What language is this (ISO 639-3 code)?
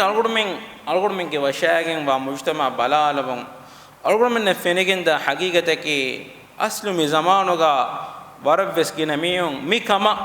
div